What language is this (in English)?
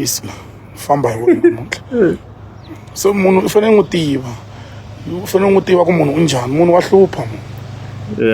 Tsonga